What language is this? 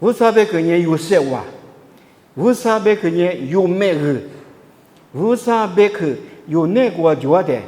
Lisu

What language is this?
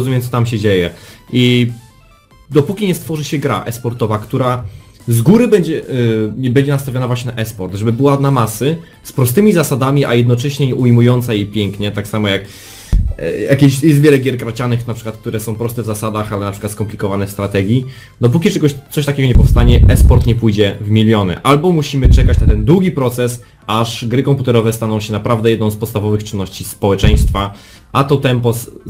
Polish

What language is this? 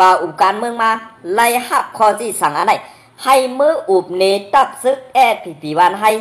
Shan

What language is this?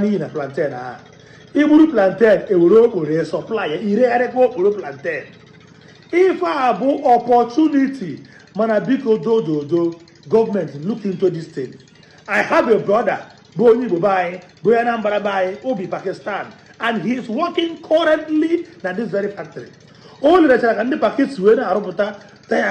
Igbo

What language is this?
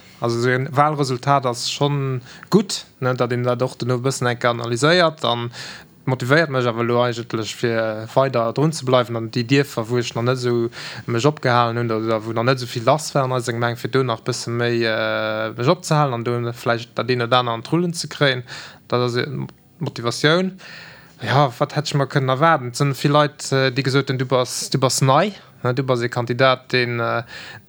Luxembourgish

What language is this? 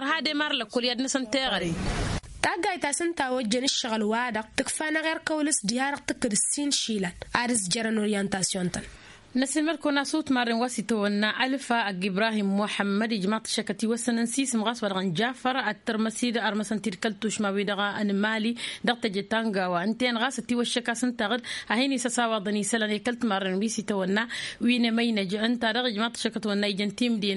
Tamasheq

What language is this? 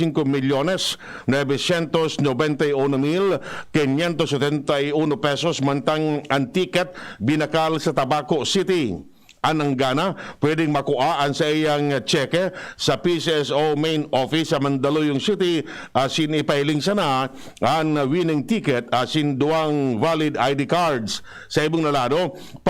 Bikol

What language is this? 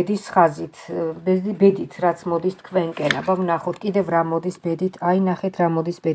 Georgian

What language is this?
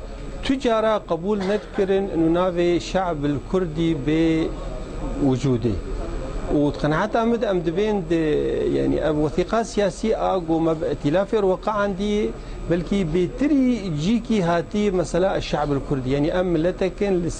Kurdish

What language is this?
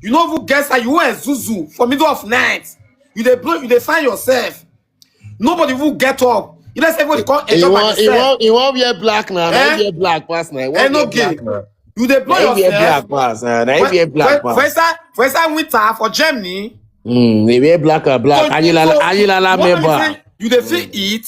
Nigerian Pidgin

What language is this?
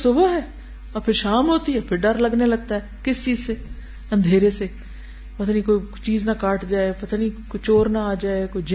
Urdu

